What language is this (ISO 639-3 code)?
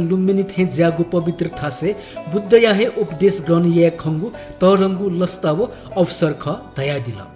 new